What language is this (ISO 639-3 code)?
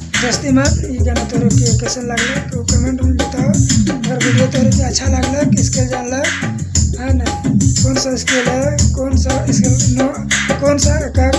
sck